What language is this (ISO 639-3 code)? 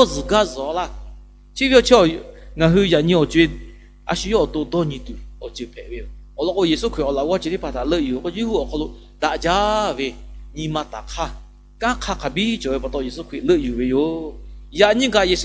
lhu